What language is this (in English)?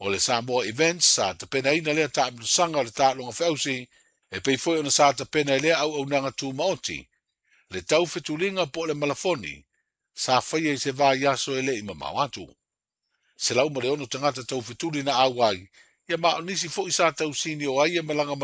Samoan